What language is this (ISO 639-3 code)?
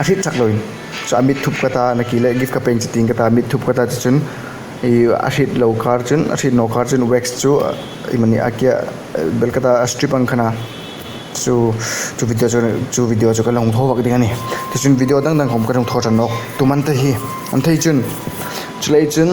hmr